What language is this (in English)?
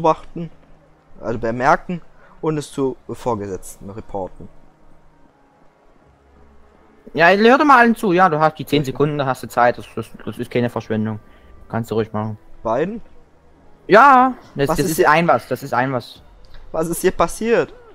German